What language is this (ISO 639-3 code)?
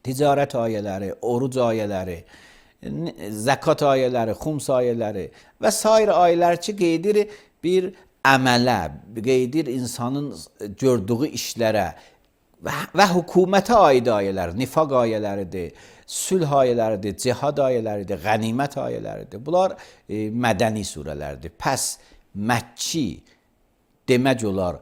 aze